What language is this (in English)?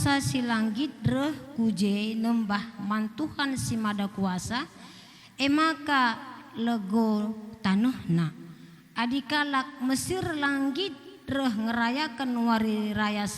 Batak Karo